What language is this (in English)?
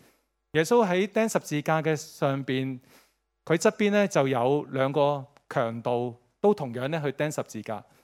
Cantonese